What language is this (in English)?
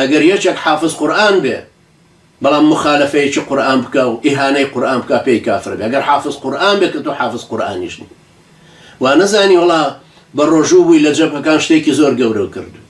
Central Kurdish